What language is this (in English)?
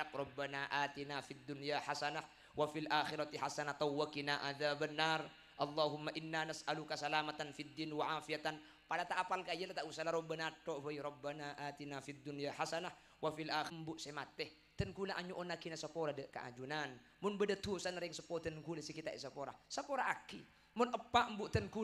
Madurese